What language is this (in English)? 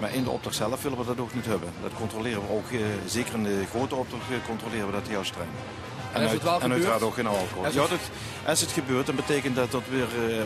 Limburgish